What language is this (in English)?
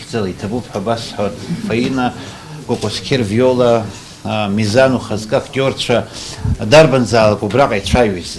Abkhazian